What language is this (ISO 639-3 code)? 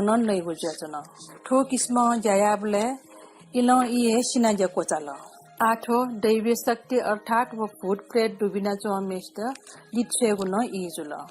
new